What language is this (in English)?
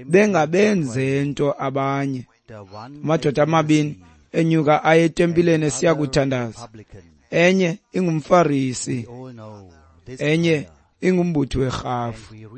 Xhosa